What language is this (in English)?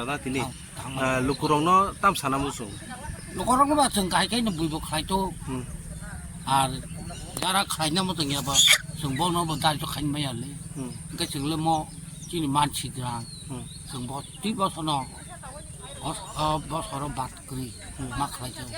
Kok Borok